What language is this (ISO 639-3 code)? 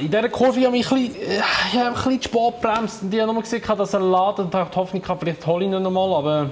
gsw